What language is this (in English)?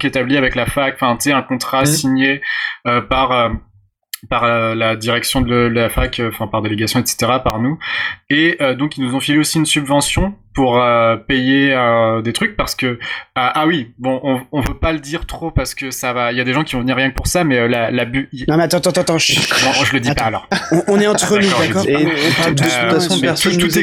French